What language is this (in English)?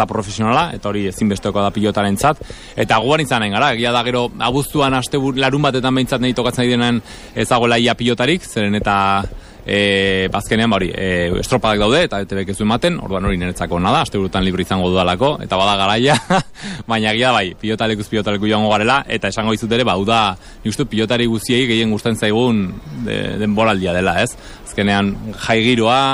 Basque